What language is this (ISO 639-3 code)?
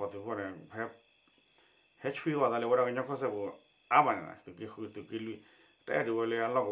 ksw